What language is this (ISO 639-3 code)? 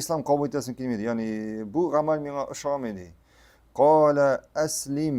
tat